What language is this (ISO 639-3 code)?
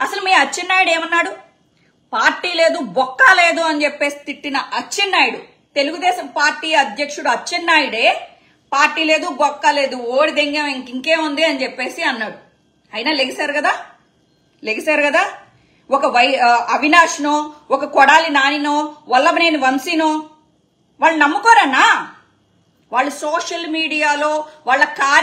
tel